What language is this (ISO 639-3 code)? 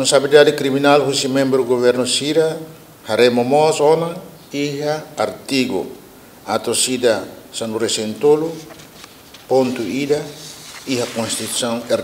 tet